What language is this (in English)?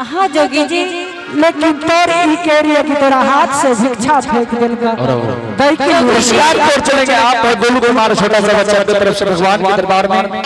Angika